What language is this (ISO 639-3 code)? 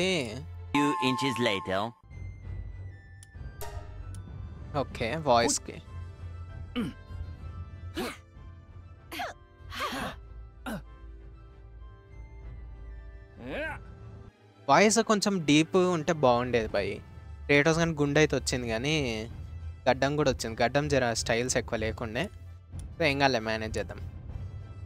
tel